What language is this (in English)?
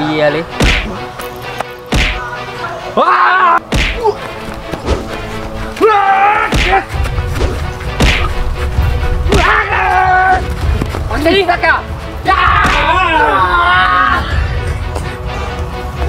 Malay